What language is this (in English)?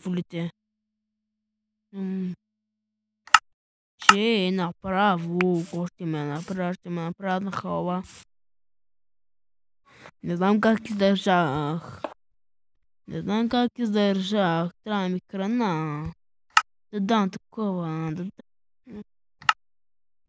Bulgarian